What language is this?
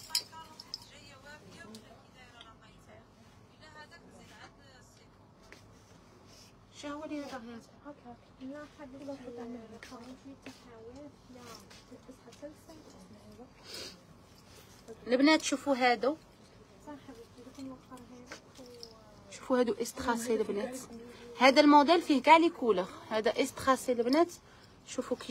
Algerian Arabic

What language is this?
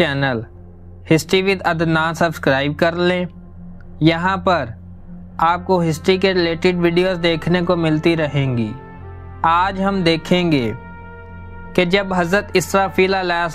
Urdu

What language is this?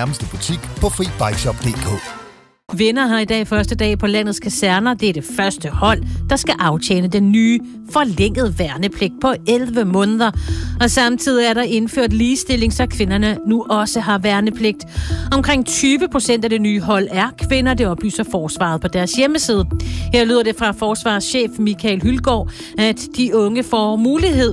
Danish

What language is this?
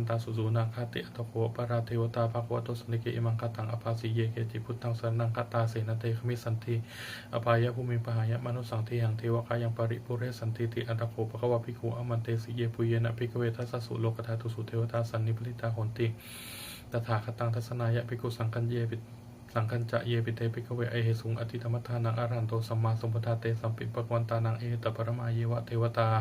Pali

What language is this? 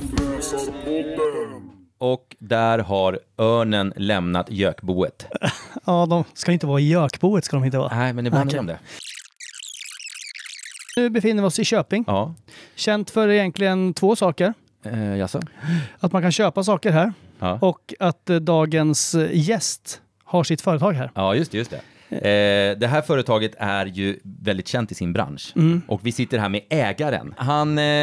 Swedish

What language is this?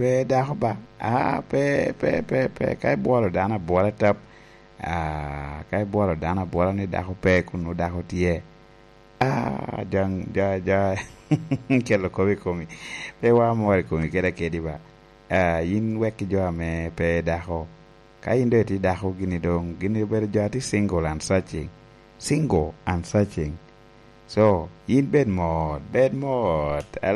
Lango (Uganda)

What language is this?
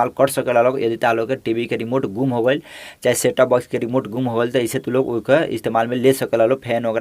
Bhojpuri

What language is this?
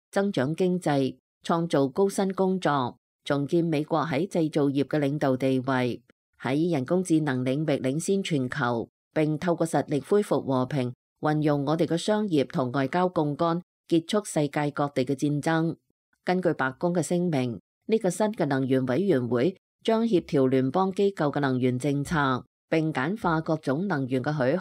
Cantonese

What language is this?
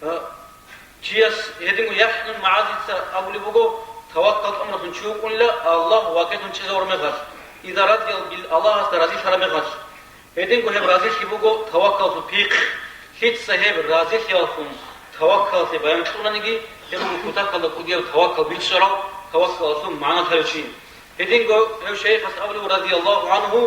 Avaric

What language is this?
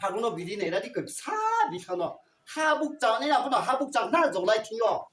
Riang (India)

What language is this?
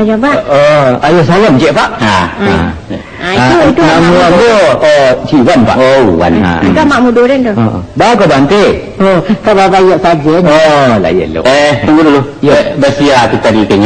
Minangkabau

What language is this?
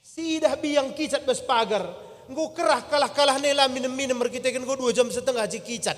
Batak Karo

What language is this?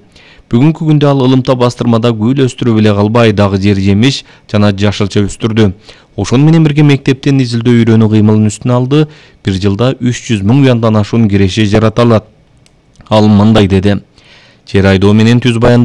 Kyrgyz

